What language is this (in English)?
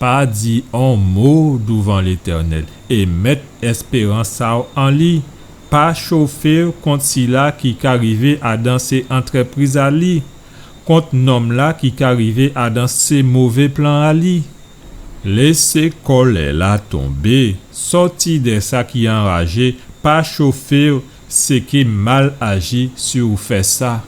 Guadeloupean Creole French